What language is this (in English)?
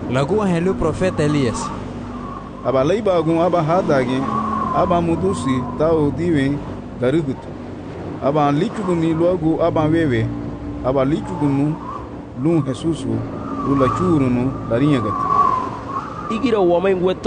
Garifuna